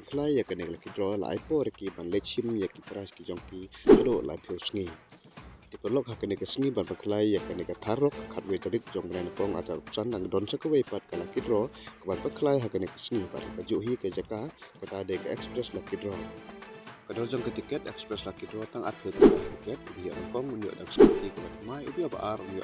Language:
Khasi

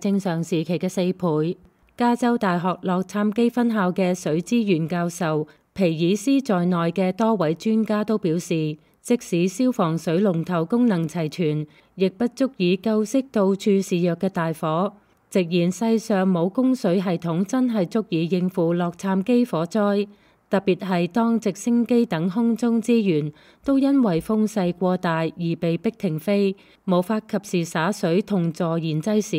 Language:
Cantonese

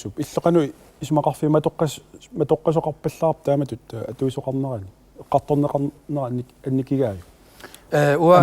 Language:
Kalaallisut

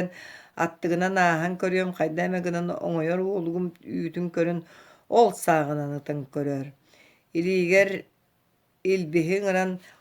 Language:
Yakut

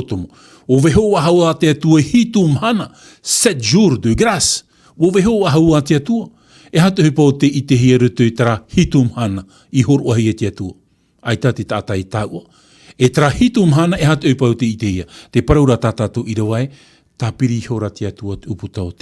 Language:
Tahitian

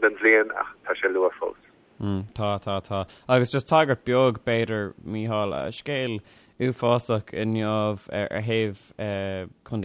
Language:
Irish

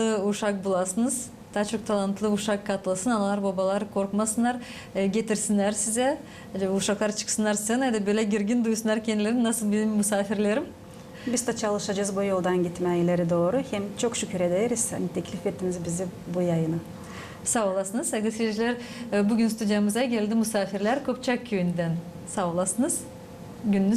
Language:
Gagauz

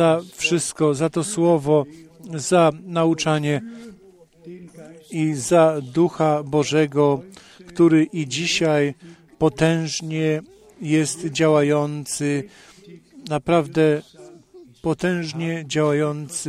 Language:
Polish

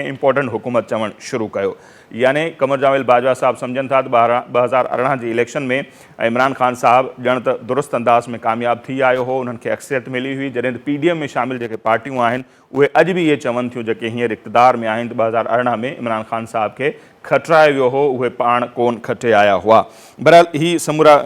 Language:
Sindhi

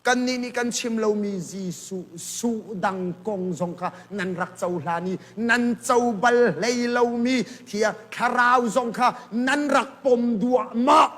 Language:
Hakha Chin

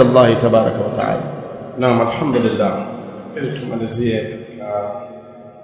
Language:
Swahili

